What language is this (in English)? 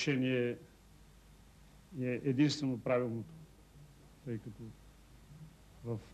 Bulgarian